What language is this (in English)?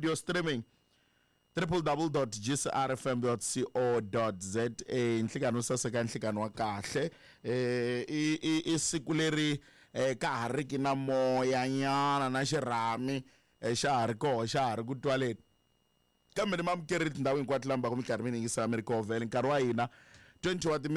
Tsonga